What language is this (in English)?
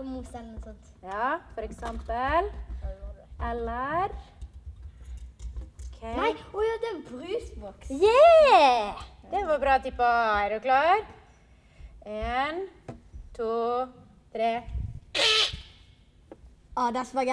Norwegian